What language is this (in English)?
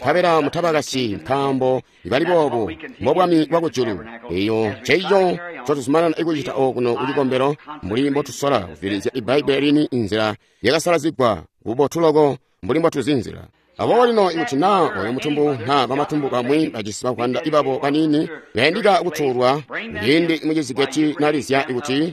Tonga (Zambia)